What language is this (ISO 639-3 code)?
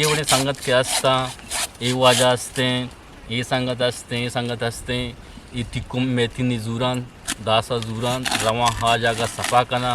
bgp